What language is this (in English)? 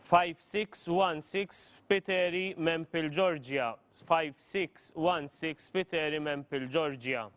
English